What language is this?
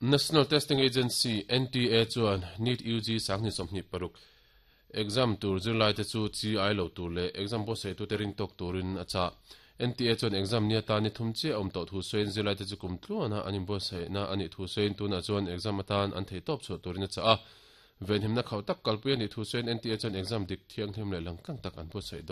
Mizo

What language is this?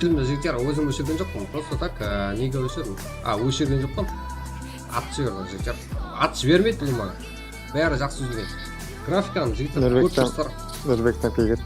Kara-Kalpak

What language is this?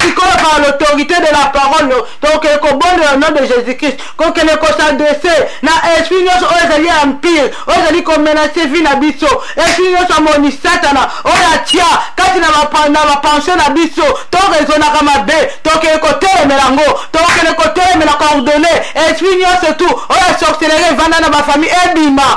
Lingala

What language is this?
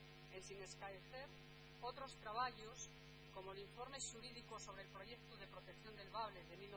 Asturian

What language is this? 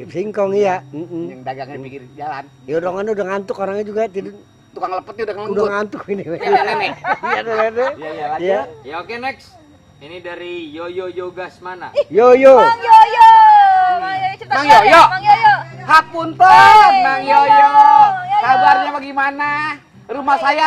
Betawi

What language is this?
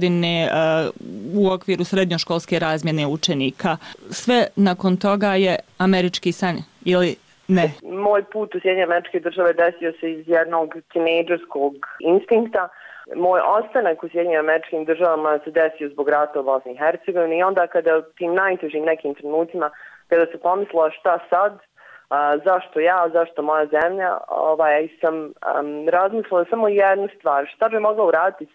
Bosnian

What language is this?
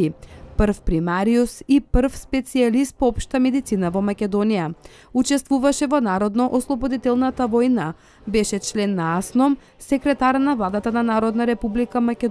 Macedonian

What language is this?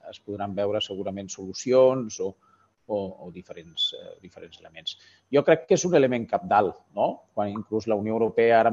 Catalan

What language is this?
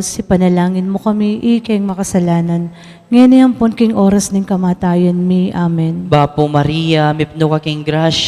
Pampanga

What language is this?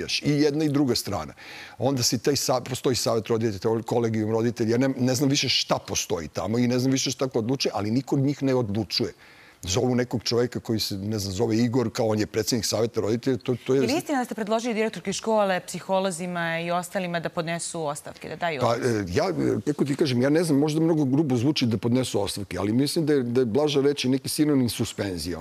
Serbian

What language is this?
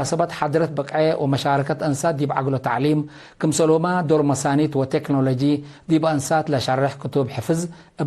Tigre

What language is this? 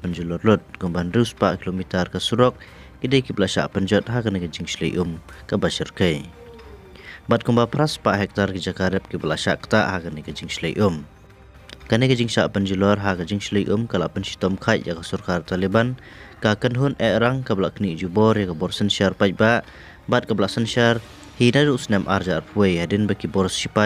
Khasi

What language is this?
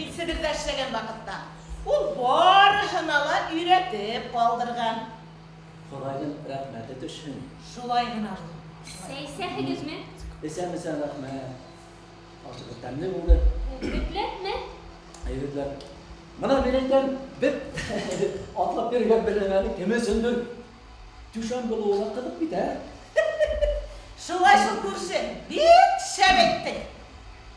Bashkir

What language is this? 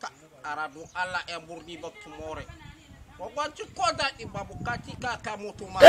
Hausa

